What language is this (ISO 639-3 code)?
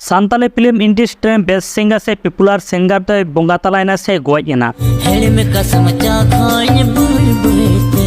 sat